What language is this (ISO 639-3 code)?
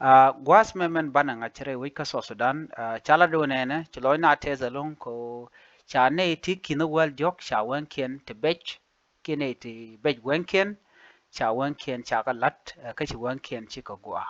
nus